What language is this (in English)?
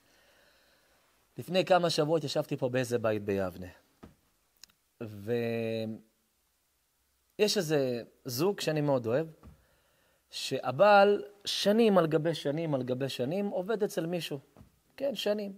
Hebrew